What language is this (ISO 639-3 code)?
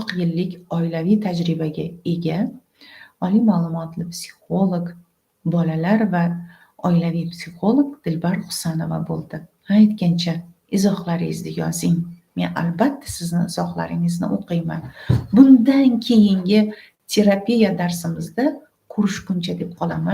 uzb